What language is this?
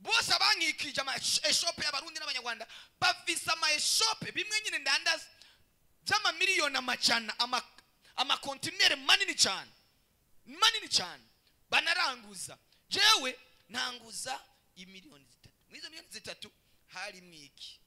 Rundi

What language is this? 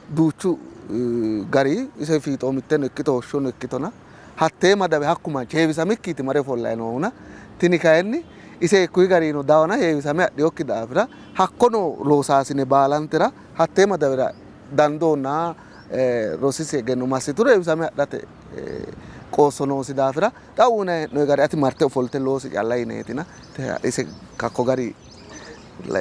Sidamo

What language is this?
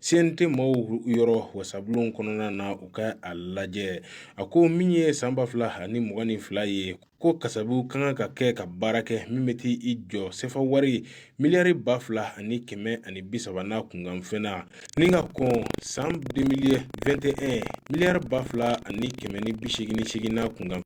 Bambara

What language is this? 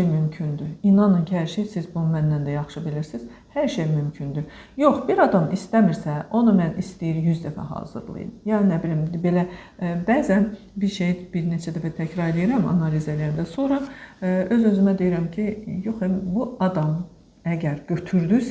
Azerbaijani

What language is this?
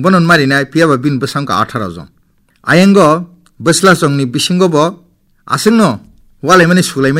Kok Borok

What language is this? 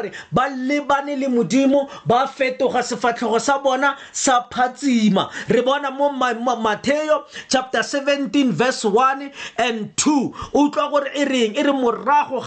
Tswana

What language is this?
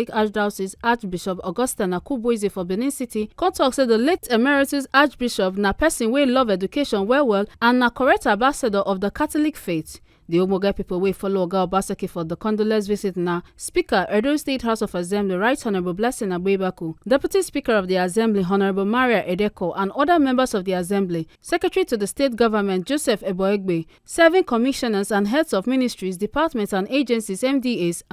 Nigerian Pidgin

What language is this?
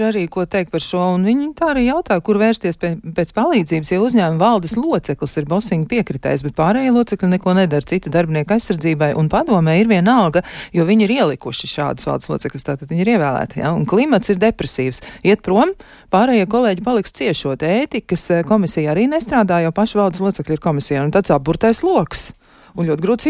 Latvian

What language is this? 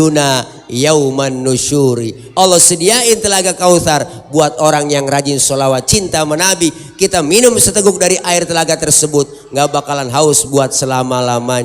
Betawi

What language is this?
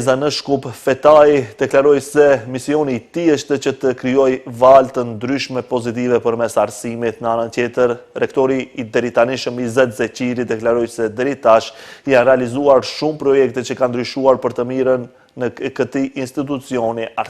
Albanian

